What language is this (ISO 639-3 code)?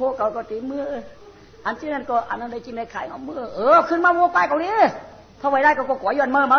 shn